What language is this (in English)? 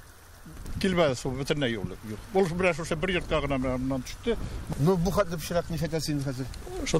Tatar